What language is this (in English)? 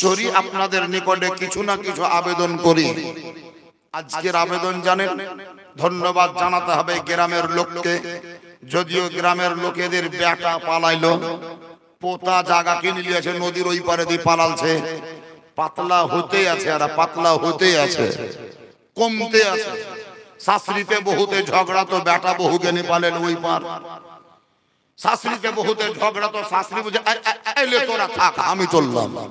Bangla